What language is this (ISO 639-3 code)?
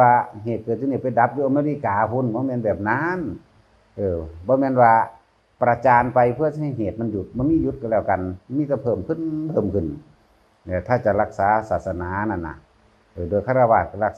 tts